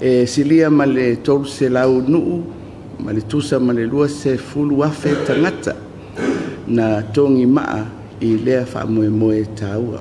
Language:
Samoan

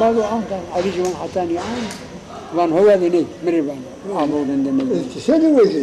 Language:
Zaza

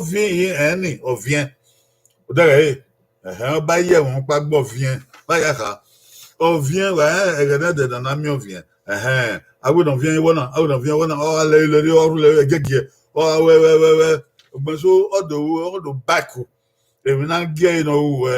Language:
Bini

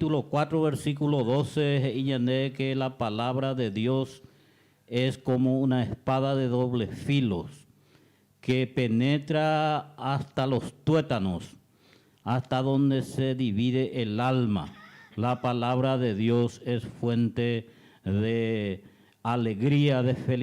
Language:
Guarani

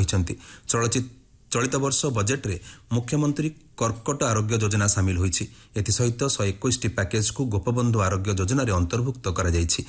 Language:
Odia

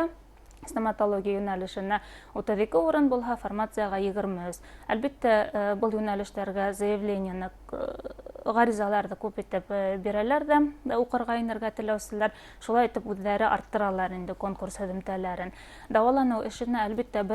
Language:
Bashkir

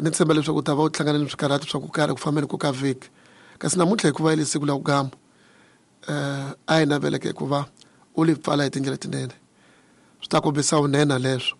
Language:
Tsonga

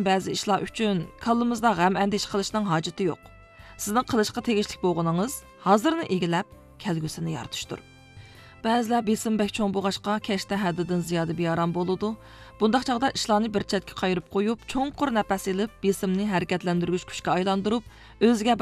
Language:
Uyghur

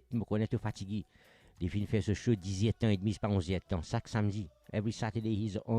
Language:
Morisyen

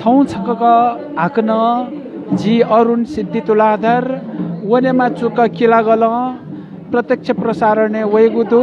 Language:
Newari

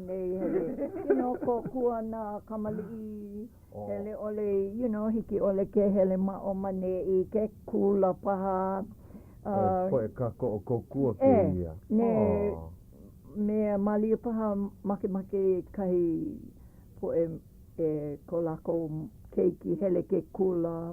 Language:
Hawaiian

